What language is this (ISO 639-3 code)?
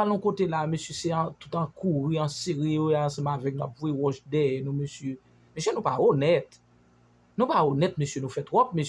hat